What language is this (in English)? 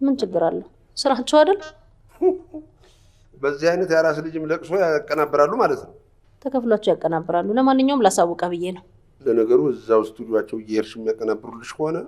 Amharic